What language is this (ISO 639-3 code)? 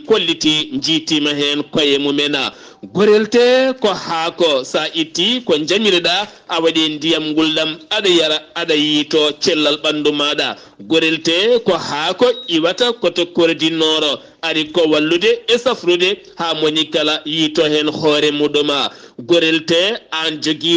ful